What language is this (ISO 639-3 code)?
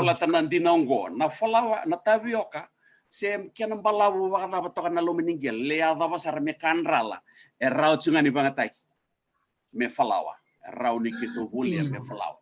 fij